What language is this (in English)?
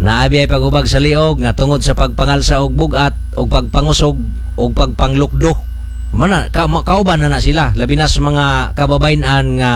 Cebuano